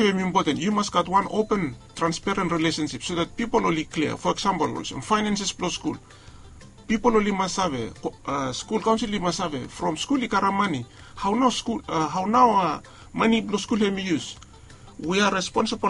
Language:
Bislama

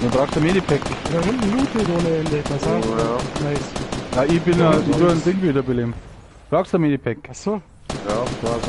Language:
Bavarian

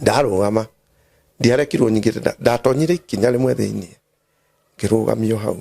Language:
Kikuyu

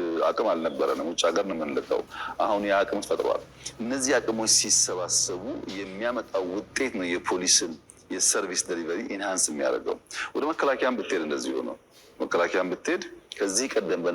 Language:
Amharic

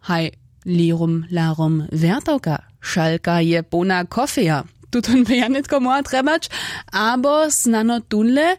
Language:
Upper Sorbian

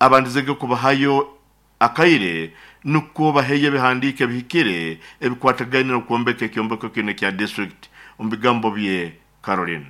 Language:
Nyoro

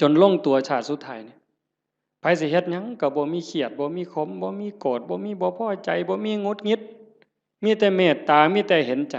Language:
Northeastern Thai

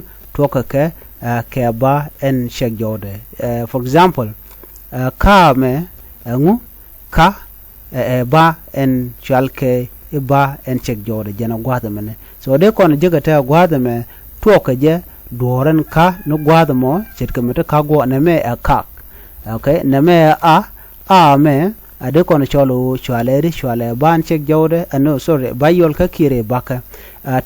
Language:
Nuer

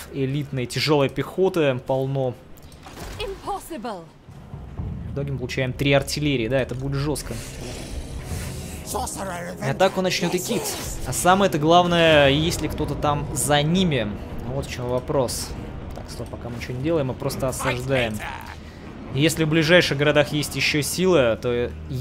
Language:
Russian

